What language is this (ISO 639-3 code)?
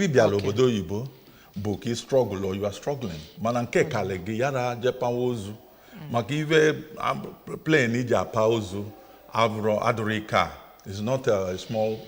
ibo